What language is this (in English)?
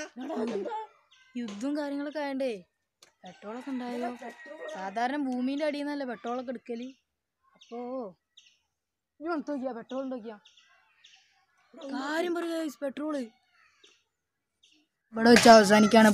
Malayalam